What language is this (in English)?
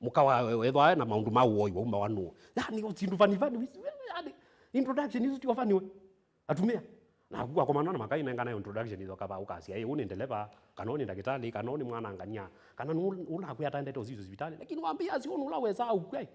Kamba